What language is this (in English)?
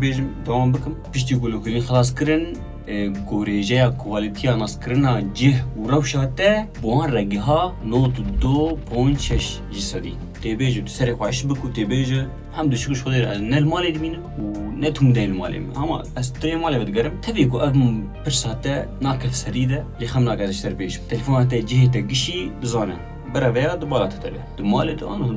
Kurdish